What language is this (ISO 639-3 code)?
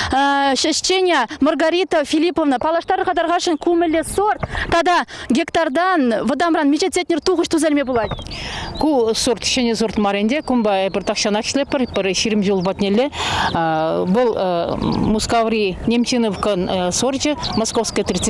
chv